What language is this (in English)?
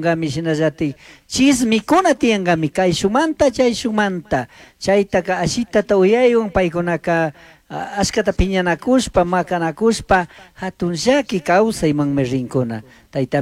Chimborazo Highland Quichua